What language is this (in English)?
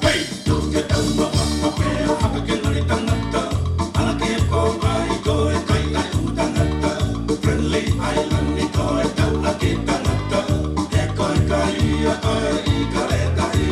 Tongan